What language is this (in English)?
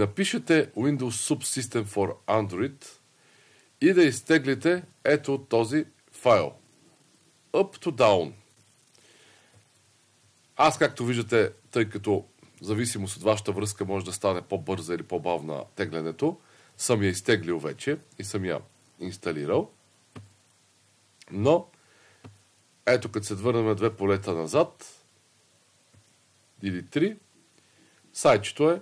Bulgarian